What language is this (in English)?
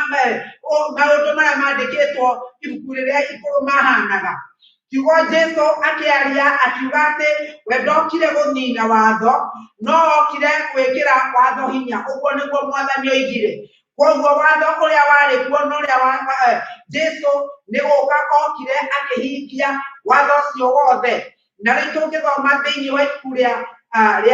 Kikuyu